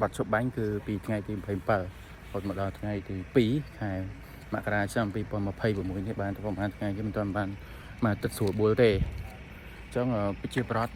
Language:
Khmer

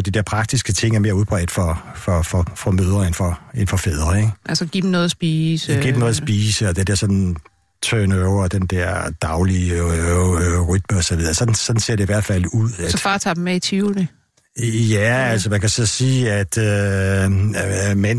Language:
Danish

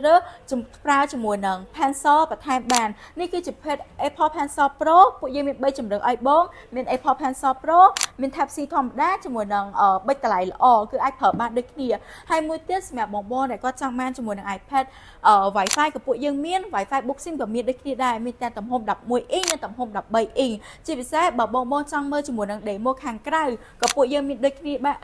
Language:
Khmer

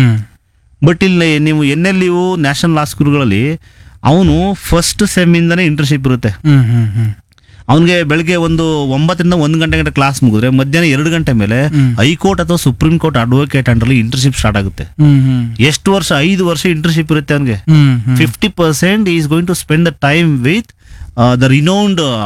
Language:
Kannada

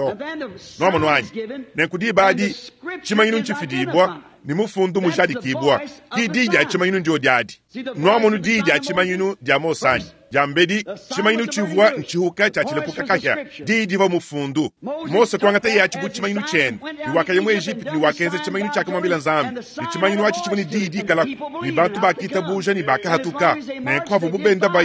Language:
Luba-Lulua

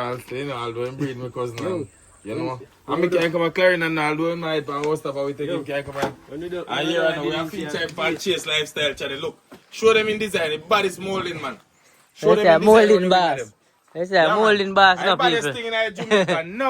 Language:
Jamaican Creole English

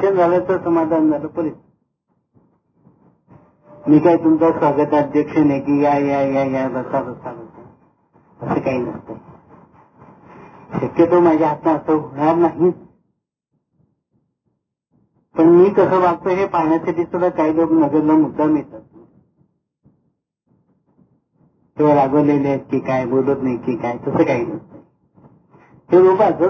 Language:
Marathi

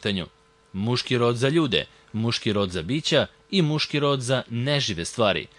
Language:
Serbian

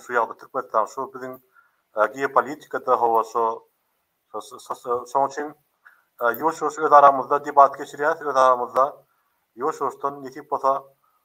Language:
Turkmen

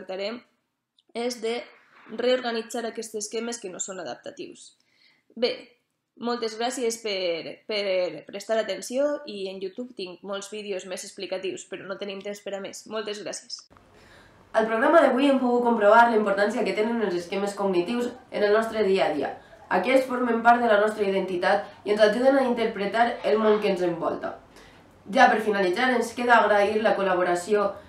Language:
Catalan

